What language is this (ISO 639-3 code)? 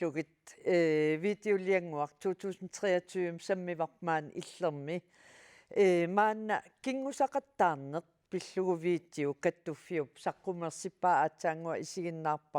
kal